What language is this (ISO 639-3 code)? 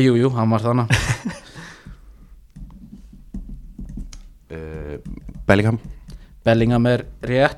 isl